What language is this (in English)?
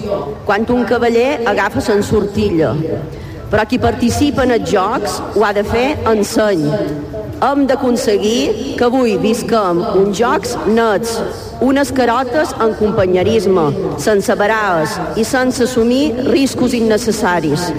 Catalan